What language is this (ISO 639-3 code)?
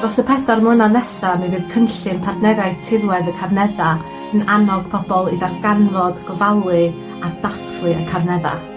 cym